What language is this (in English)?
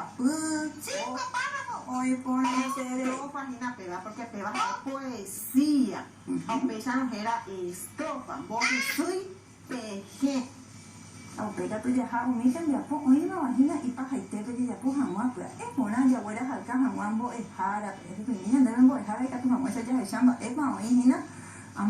Guarani